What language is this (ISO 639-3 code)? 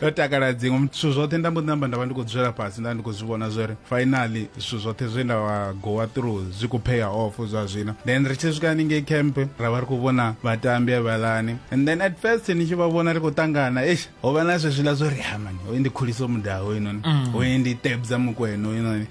ven